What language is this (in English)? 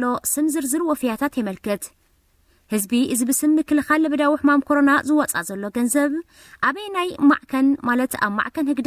Tigrinya